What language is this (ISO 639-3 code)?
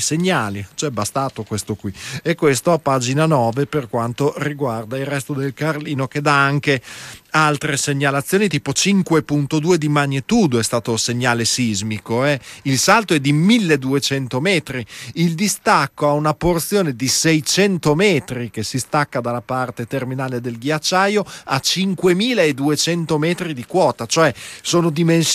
ita